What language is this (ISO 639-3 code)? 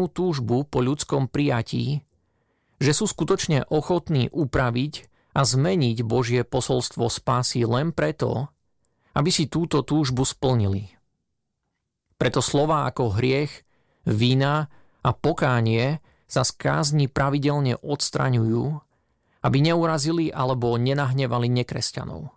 slk